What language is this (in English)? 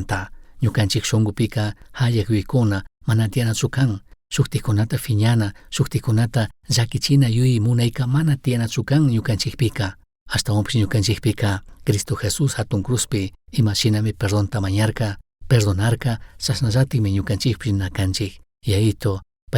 Chimborazo Highland Quichua